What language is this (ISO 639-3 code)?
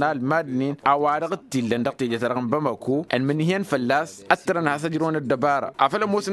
taq